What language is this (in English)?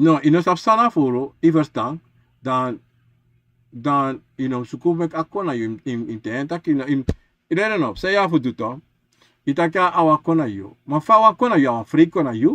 Sranan Tongo